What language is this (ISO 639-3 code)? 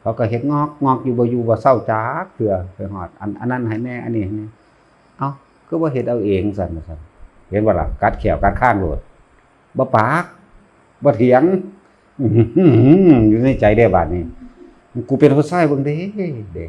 tts